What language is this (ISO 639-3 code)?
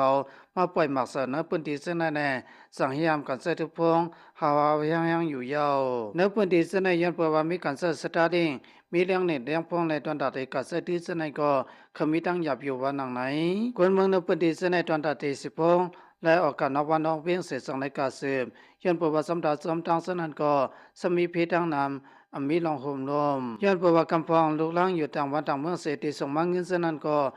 shn